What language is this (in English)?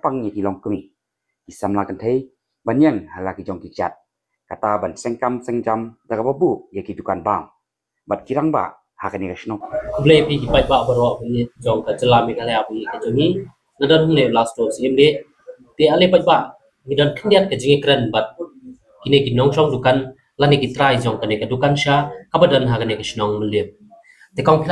Khasi